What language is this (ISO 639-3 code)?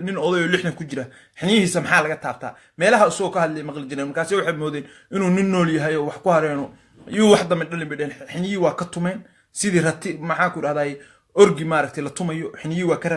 som